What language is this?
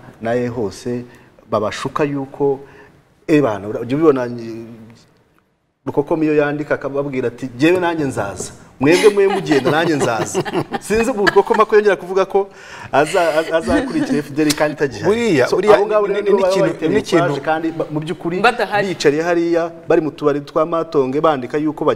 Kinyarwanda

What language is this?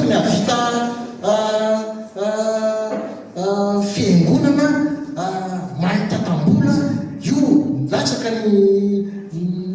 Malagasy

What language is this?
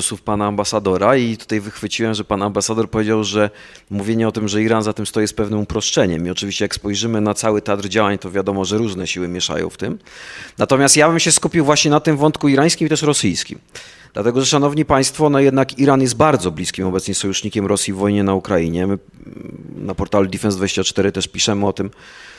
Polish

